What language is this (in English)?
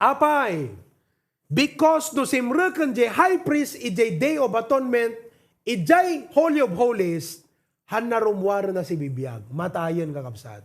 Iloko